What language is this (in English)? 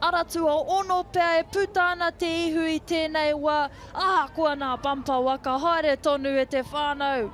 Māori